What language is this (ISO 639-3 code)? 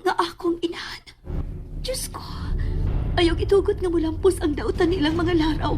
ceb